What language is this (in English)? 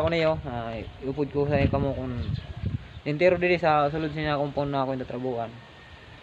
Waray